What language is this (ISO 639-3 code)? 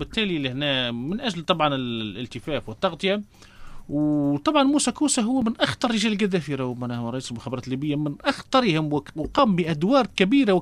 aeb